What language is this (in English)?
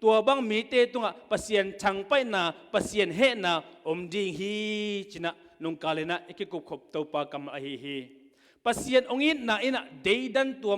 Tedim Chin